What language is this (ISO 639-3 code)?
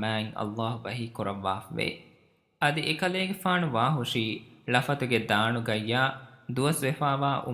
div